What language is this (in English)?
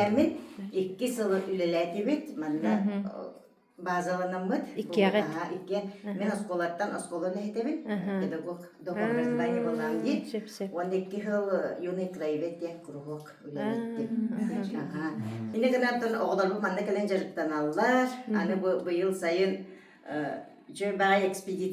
Yakut